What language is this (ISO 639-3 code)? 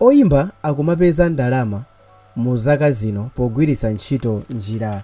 nya